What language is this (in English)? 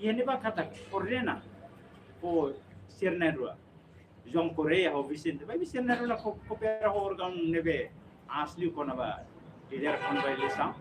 Tetum